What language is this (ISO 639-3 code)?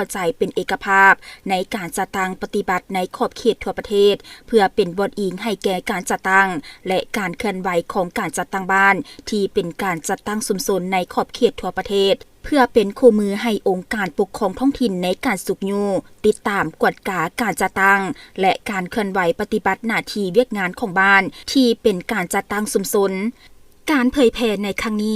lao